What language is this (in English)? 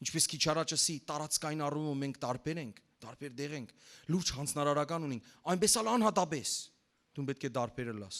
Western Armenian